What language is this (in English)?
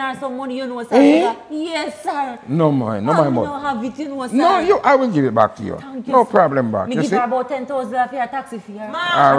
Jamaican Creole English